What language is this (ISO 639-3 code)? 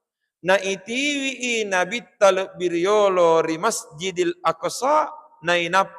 bug